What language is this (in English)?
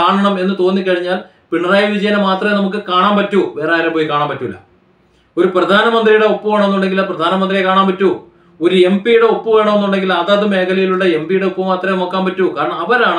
Malayalam